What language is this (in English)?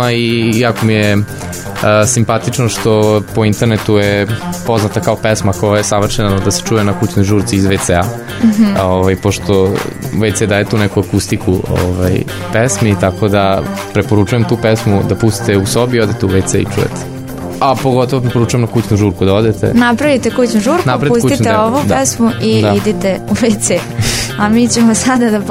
Serbian